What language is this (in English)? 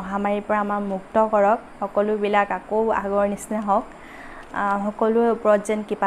Assamese